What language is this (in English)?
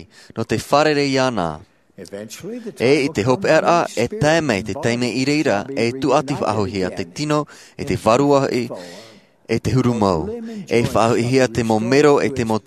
Tahitian